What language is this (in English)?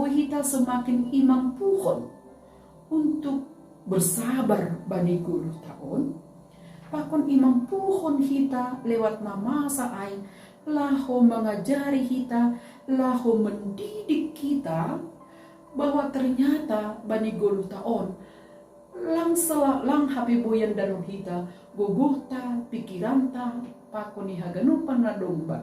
Batak Simalungun